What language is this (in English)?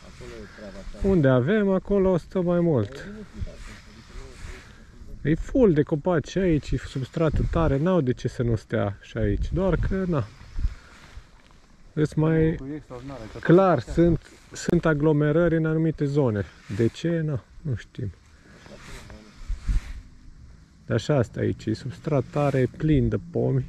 Romanian